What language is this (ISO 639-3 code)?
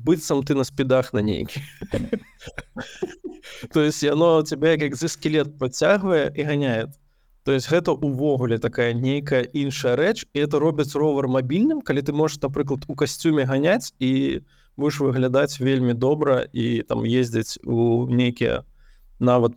bel